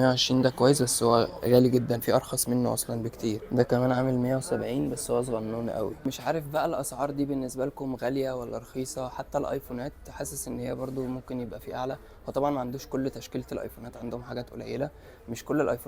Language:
Egyptian Arabic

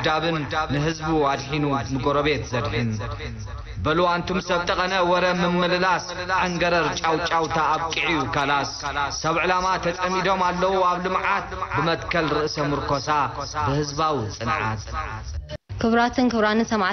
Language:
Tigrinya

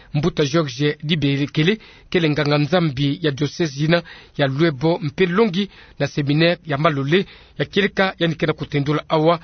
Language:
Kituba (Democratic Republic of Congo)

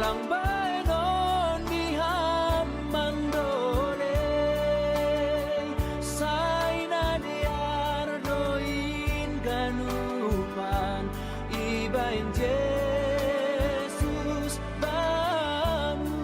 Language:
Batak Simalungun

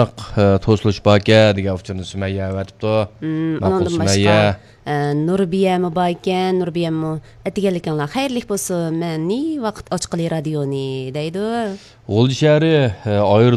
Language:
Uyghur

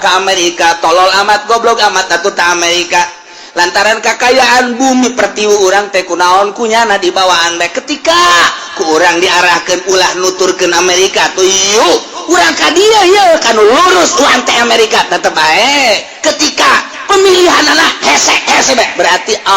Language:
Sundanese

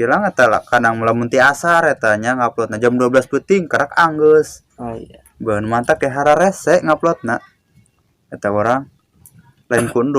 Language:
Sundanese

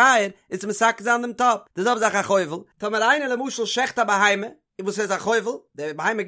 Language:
Yiddish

